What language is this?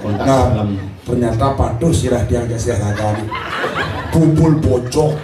Balinese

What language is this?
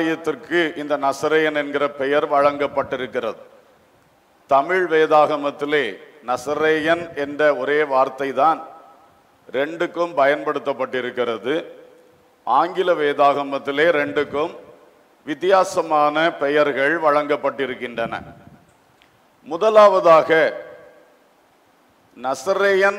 Tamil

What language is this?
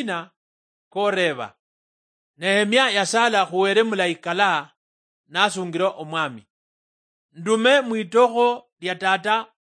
Luyia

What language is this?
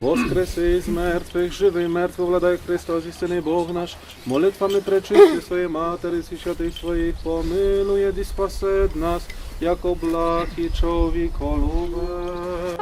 Rusyn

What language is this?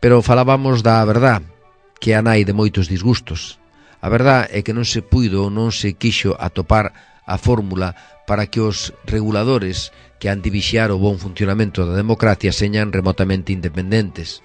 Galician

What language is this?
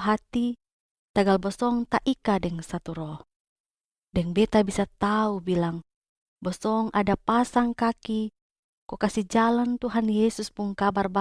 Kupang Malay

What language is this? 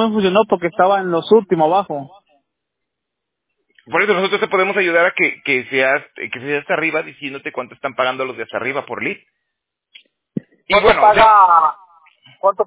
Spanish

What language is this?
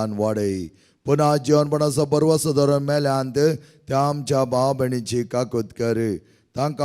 Konkani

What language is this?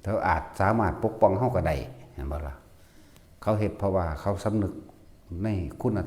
Northeastern Thai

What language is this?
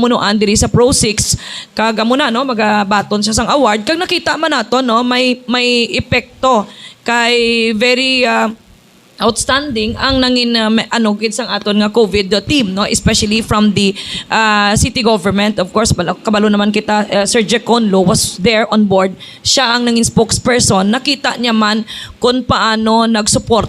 Hiligaynon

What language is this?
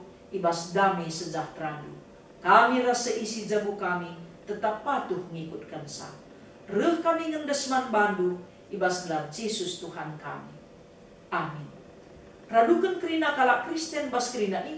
Batak Karo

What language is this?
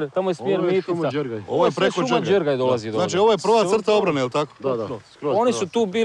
Croatian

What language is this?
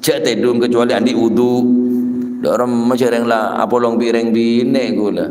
Madurese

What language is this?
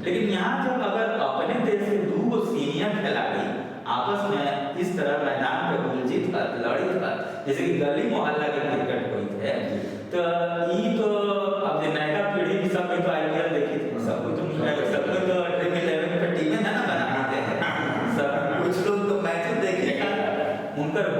Magahi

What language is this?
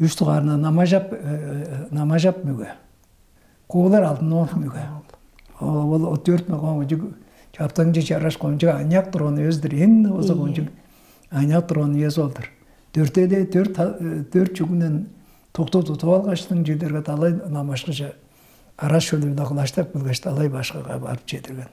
Tuvinian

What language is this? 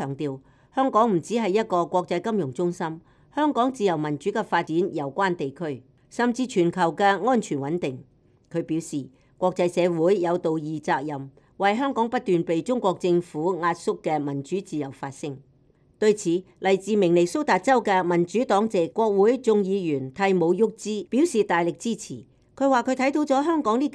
Cantonese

